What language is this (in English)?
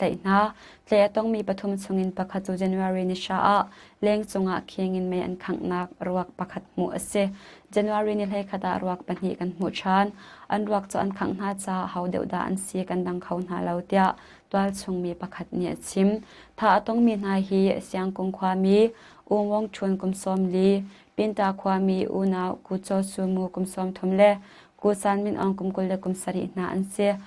Hakha Chin